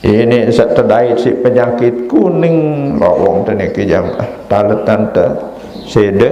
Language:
Sasak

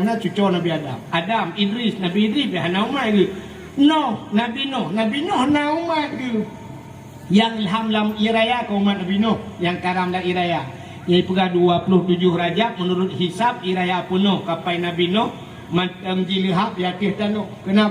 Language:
Achinese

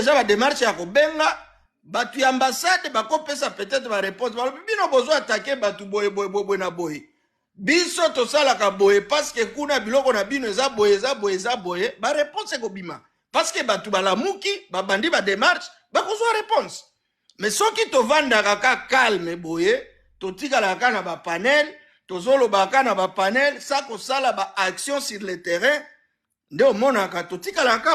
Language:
Lingala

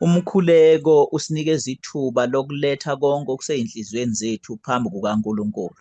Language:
Zulu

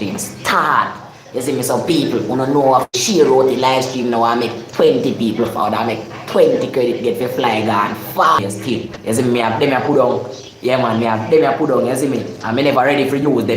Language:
Jamaican Creole English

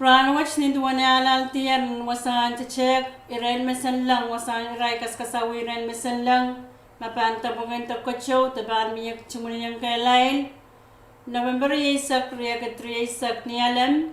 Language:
Pohnpeian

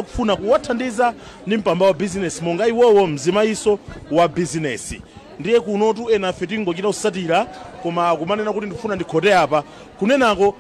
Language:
Nyanja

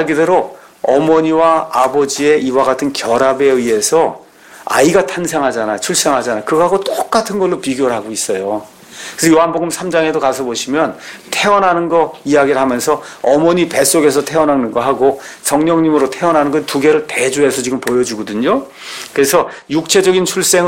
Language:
Korean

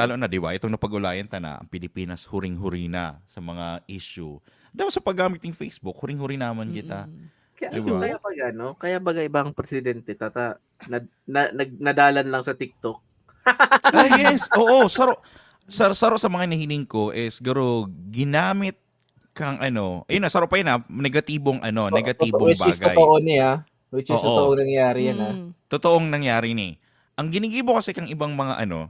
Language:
Bikol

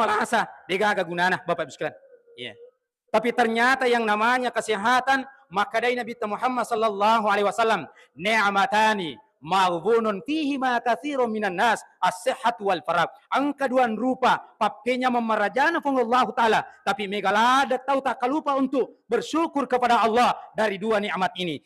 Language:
Buginese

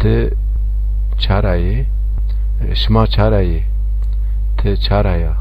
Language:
Zaza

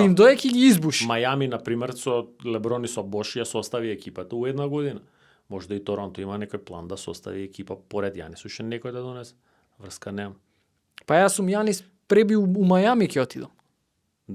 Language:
Macedonian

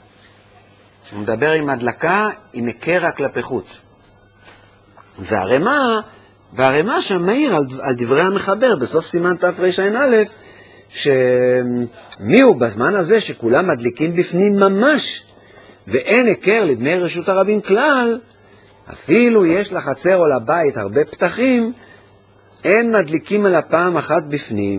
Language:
Hebrew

